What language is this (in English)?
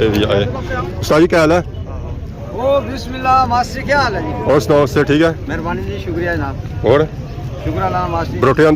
Pahari-Potwari